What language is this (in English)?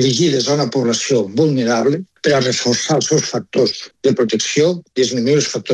Catalan